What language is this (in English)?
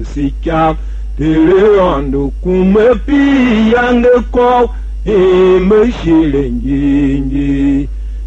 Tiv